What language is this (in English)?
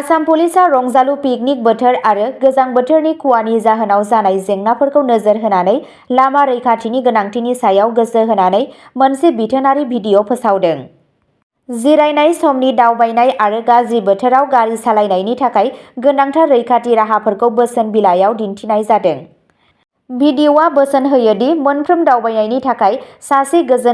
Bodo